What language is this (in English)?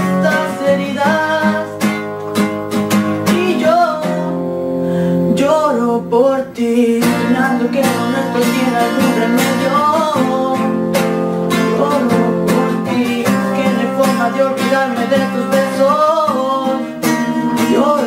Spanish